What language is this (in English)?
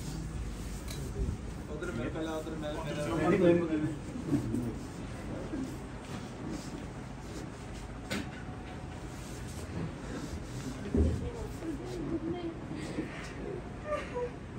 Punjabi